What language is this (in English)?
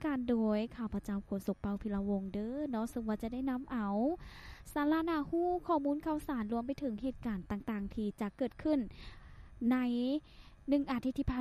Lao